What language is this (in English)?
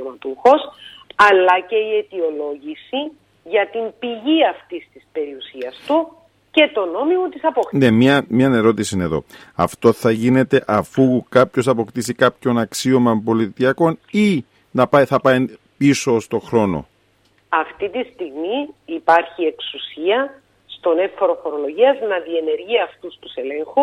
Greek